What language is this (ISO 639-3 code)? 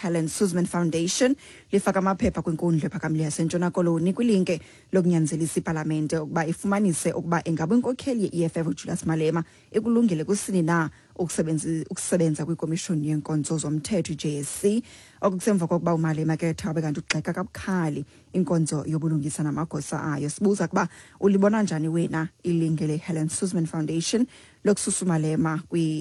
xho